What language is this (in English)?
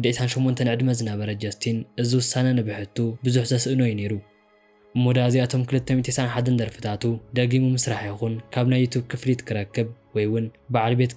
Tigrinya